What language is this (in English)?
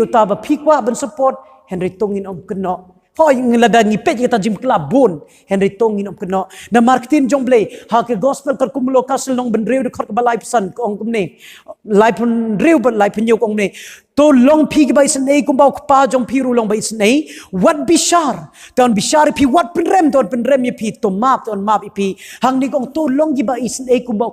Khasi